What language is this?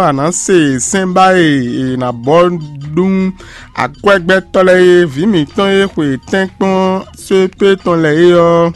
Fon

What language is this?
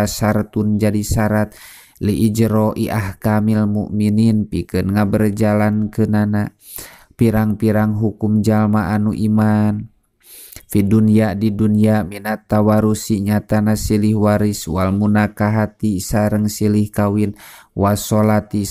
Sundanese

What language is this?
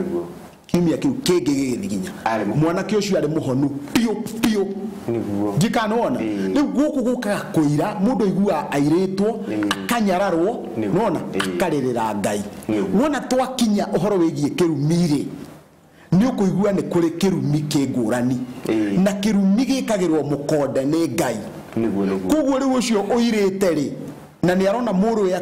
Kikuyu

